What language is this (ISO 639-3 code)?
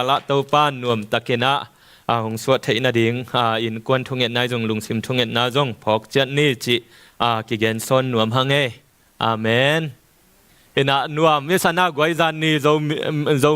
ctd